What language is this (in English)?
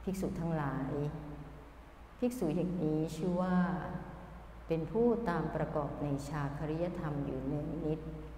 Thai